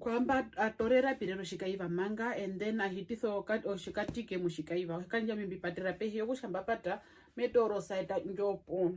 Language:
Herero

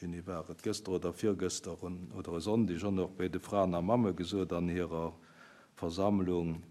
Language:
Luxembourgish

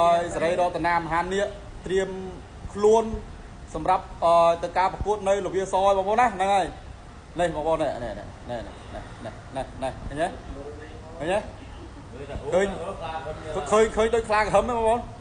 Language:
Khmer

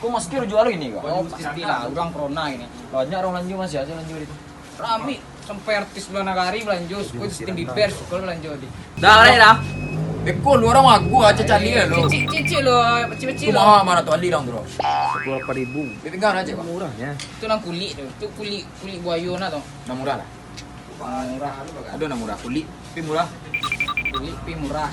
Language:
Minangkabau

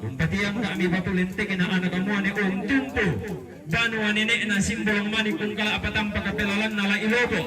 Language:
Toraja-Sa'dan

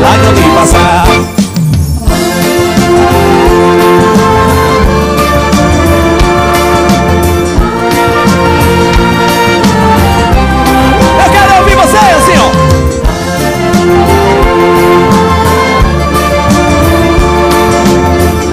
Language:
Portuguese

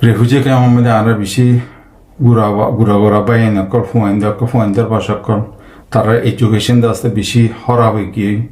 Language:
Rohingya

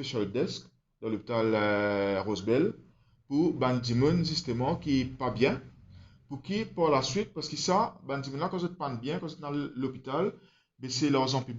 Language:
Morisyen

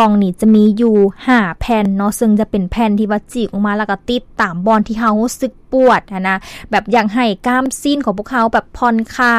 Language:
Lao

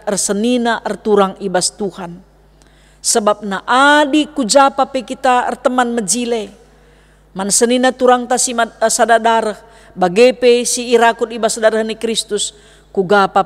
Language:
Batak Karo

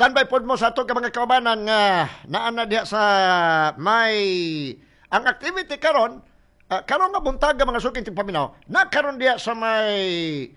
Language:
Cebuano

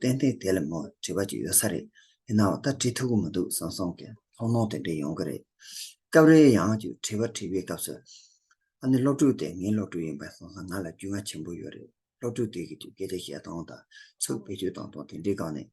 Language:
Tibetan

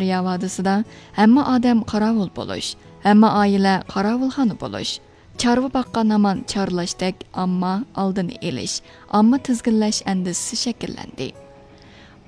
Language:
Uyghur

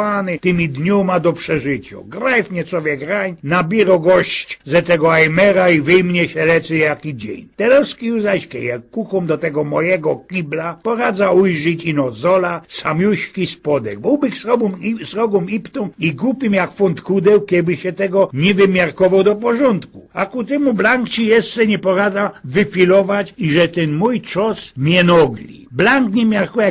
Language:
Silesian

